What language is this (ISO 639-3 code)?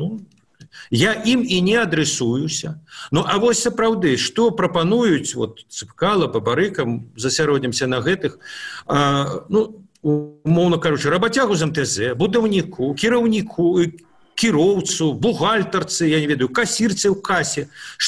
bel